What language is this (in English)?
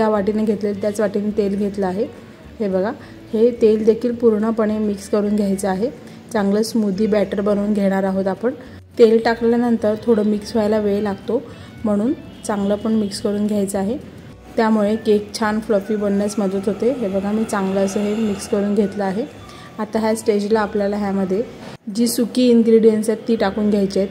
Marathi